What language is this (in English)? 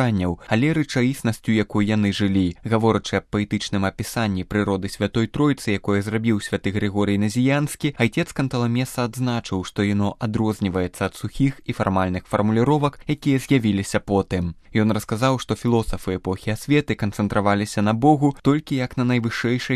Belarusian